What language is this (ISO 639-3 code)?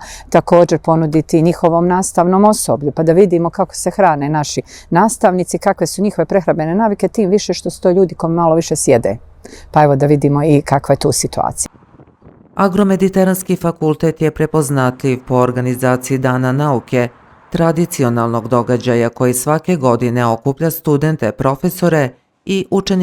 bos